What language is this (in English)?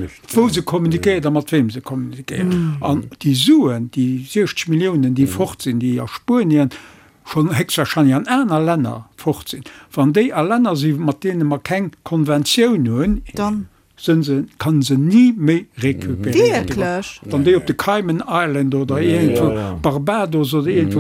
Luxembourgish